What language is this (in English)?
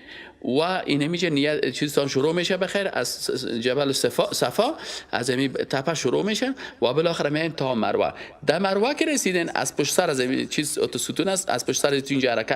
Persian